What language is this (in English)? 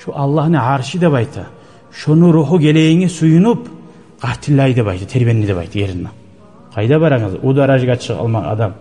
Kumyk